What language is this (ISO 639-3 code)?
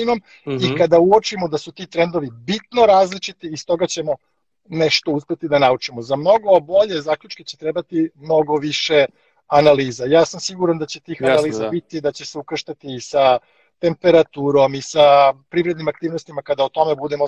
srp